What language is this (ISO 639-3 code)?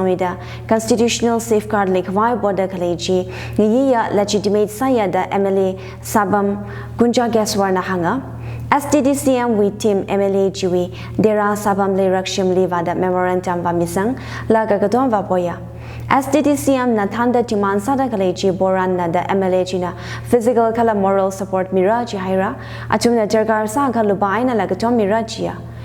nmf